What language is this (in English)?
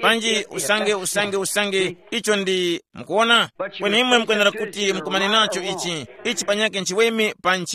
Tumbuka